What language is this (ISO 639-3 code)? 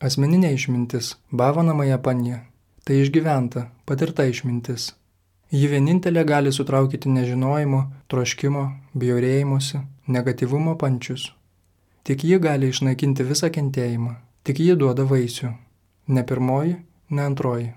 lit